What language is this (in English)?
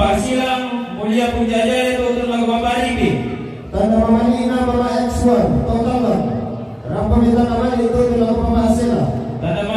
Toraja-Sa'dan